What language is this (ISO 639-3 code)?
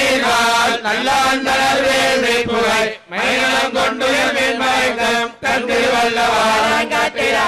tam